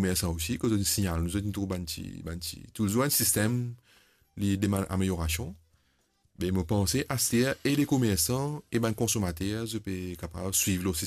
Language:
Morisyen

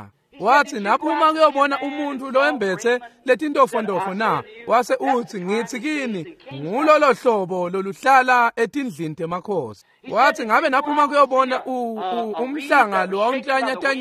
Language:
Swati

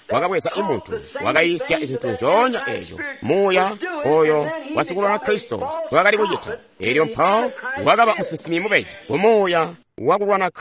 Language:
Tonga (Zambia)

